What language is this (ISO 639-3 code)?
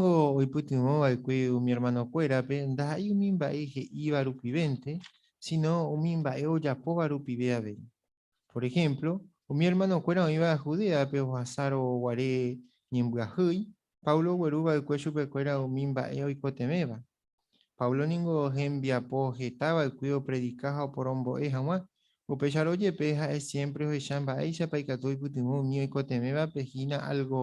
grn